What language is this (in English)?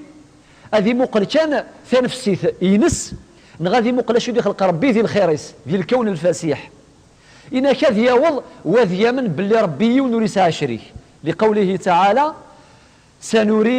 Kabyle